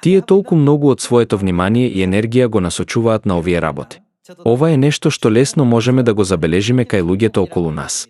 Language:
Macedonian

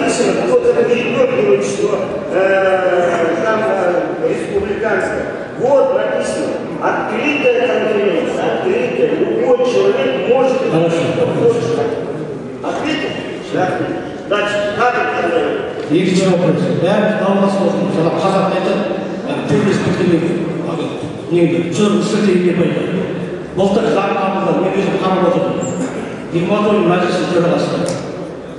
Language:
Kazakh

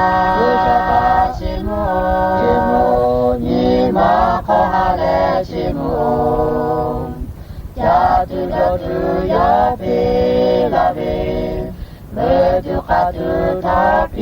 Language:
Lahu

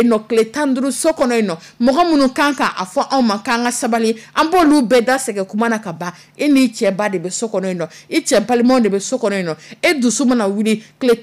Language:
Dyula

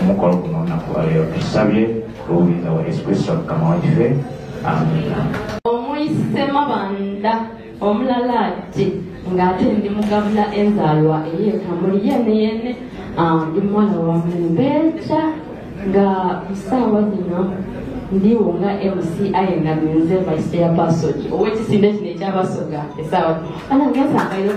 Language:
Soga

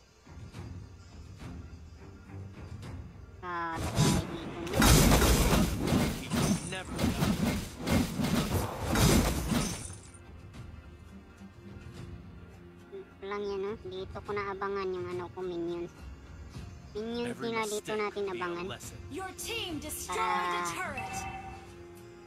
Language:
Filipino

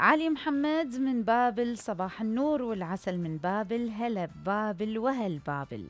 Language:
Mesopotamian Arabic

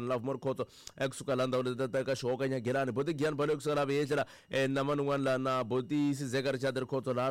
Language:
Tsonga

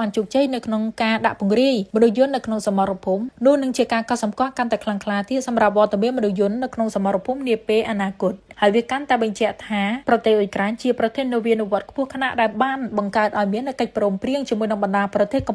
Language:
Khmer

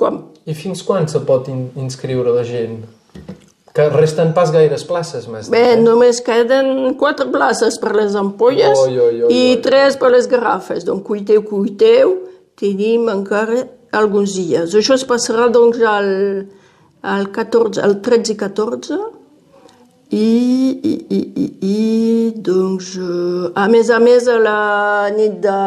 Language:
Catalan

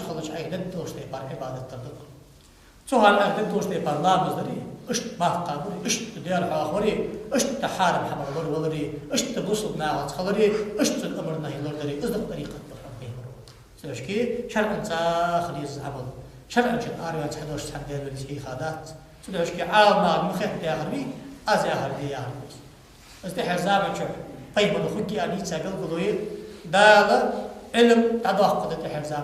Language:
Ingush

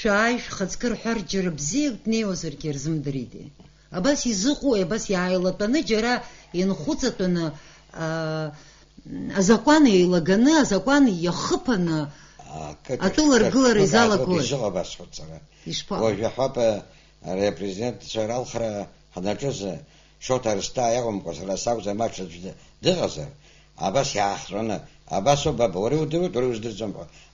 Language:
Abkhazian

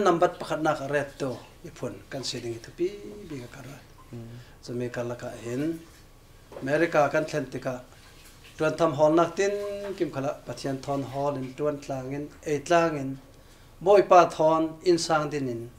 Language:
Falam Chin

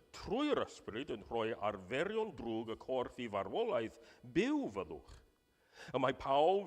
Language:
Welsh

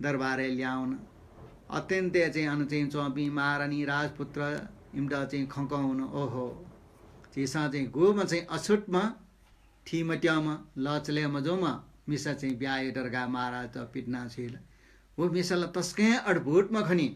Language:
Newari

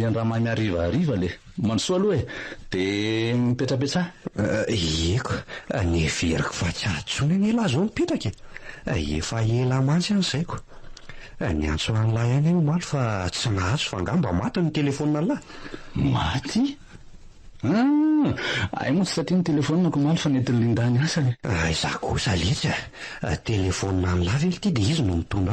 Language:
Malagasy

